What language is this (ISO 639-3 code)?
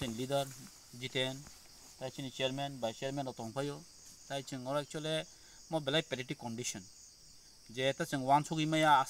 trp